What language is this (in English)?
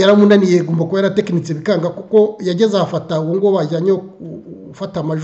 Kinyarwanda